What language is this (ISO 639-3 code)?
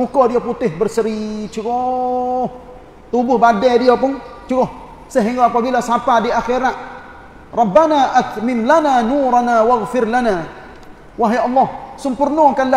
msa